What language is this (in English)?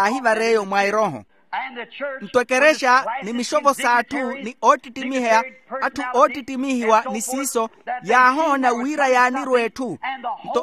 Makhuwa